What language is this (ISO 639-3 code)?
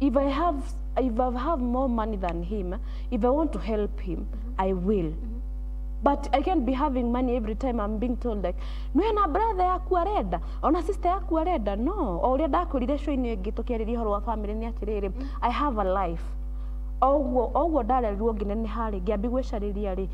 kik